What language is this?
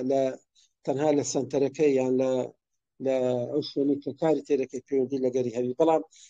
Central Kurdish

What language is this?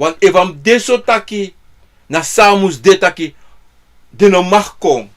Sranan Tongo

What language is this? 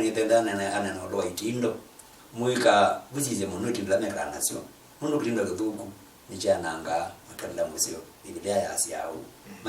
Kamba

